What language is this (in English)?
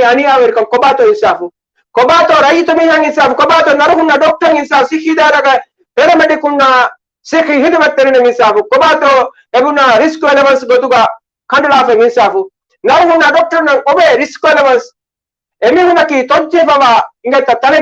Divehi